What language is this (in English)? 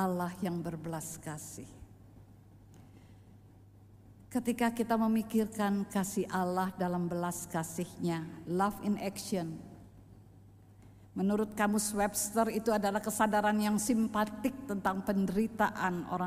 Indonesian